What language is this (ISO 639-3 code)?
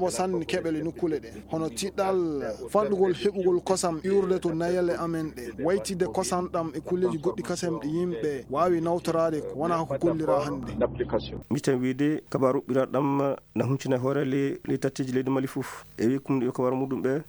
ful